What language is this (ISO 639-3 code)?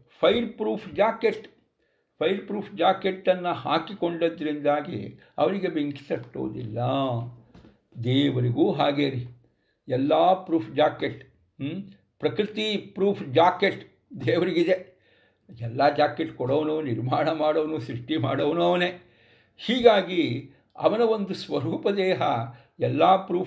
kan